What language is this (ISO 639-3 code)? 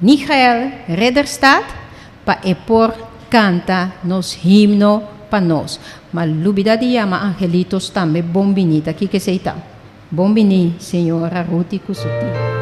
pap